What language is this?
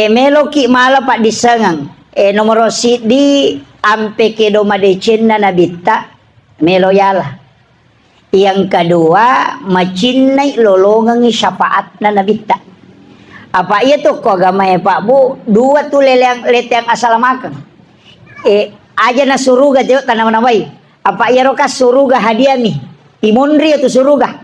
Buginese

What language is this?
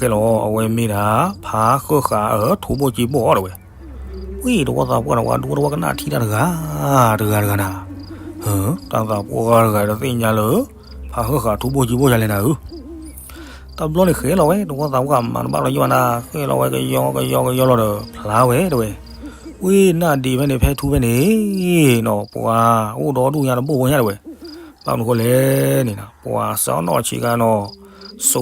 S'gaw Karen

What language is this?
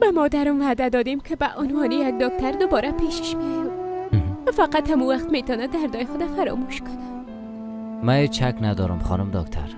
Persian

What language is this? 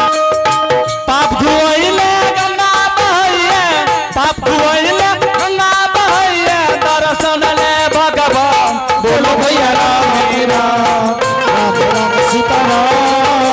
Angika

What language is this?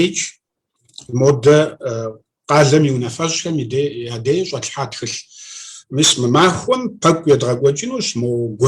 Kabardian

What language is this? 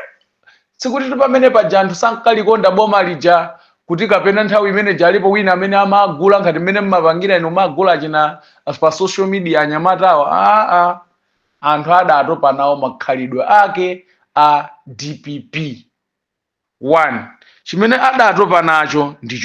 Nyanja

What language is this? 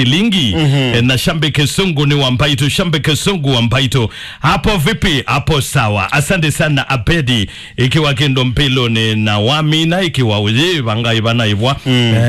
Kamba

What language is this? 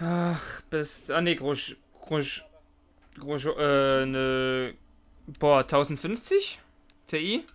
Swiss German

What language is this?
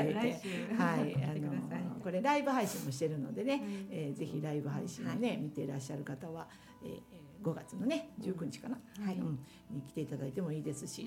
Japanese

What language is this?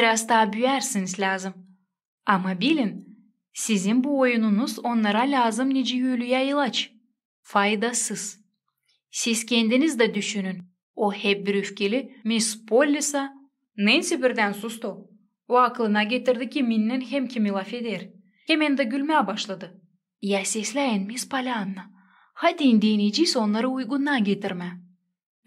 Gagauz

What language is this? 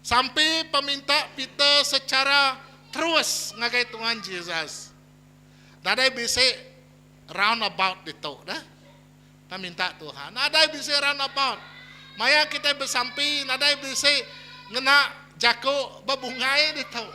Iban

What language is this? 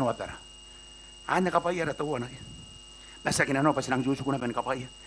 Gilbertese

